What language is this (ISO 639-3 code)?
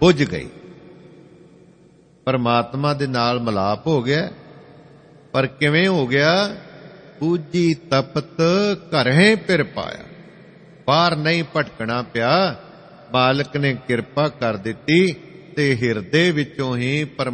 pan